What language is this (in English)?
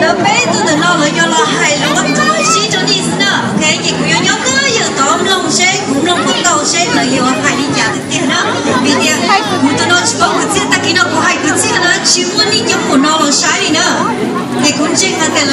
Hmong